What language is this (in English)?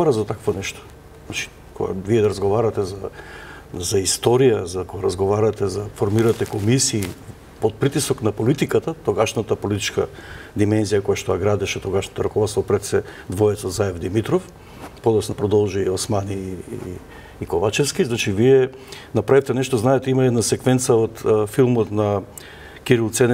Macedonian